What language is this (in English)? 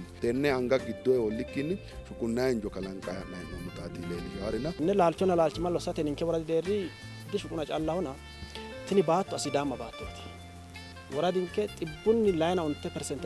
Sidamo